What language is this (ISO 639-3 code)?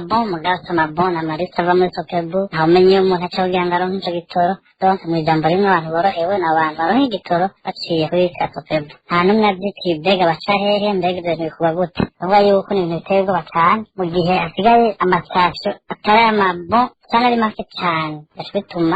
run